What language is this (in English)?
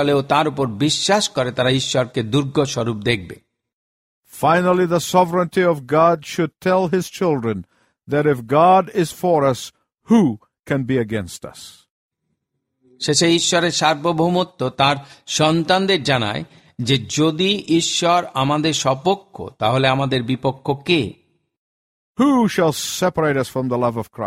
Bangla